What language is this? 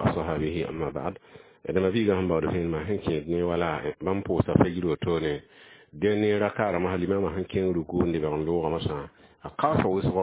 Mossi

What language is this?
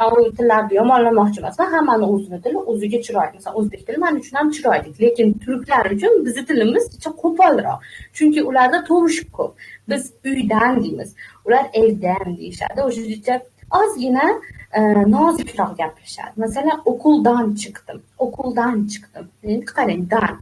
Uzbek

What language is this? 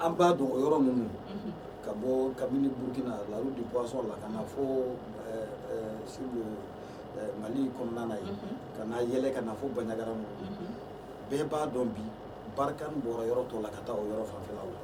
Bambara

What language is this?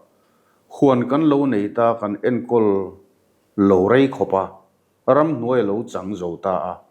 Mizo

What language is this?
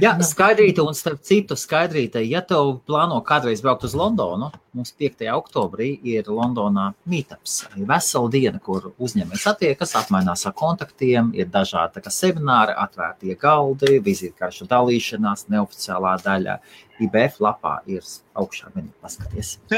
Latvian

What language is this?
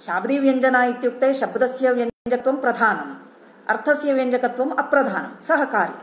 Sanskrit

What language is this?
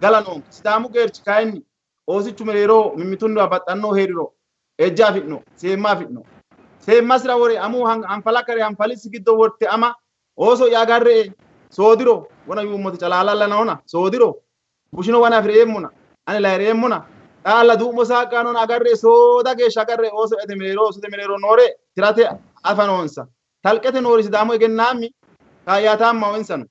Sidamo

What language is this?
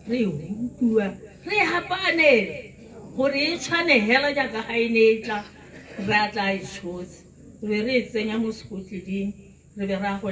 Tswana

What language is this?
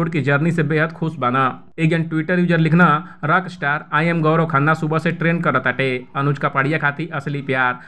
Bhojpuri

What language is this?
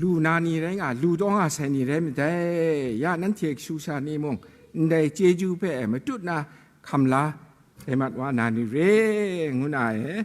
Kachin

